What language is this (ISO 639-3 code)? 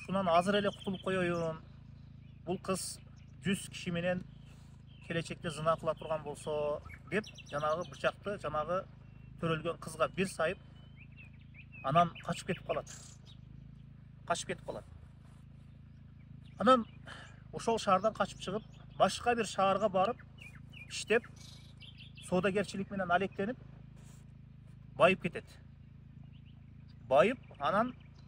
kir